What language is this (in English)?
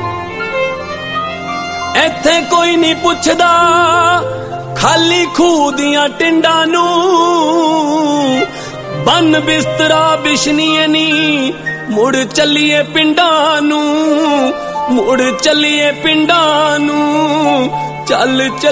Punjabi